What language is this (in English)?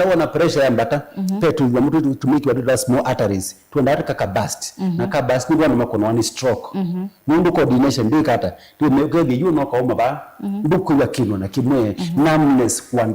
Kamba